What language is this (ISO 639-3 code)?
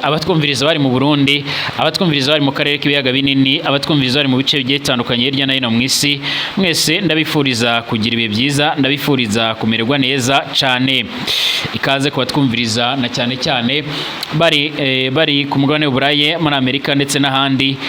run